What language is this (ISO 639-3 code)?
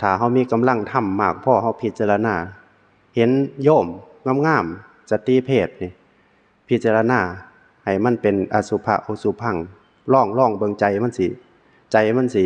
tts